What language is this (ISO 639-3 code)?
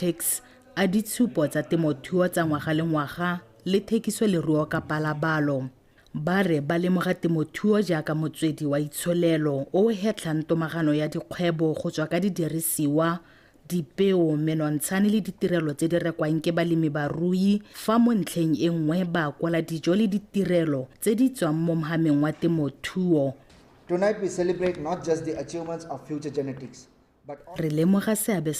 tsn